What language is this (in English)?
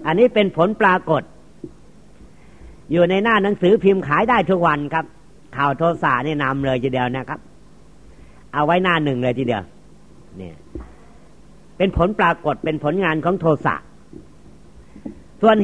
Thai